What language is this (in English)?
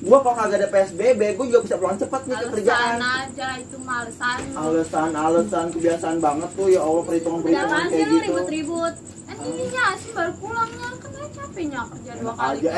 Betawi